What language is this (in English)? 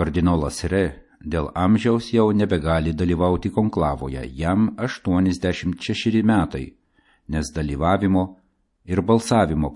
Lithuanian